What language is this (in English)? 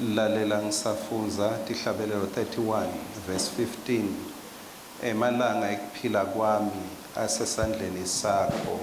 Swati